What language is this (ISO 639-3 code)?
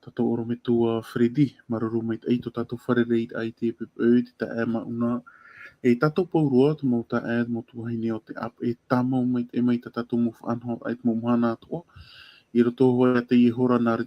tah